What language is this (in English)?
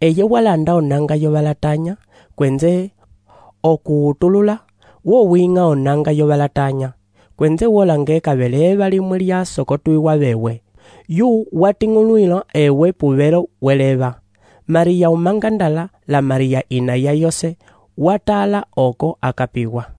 Umbundu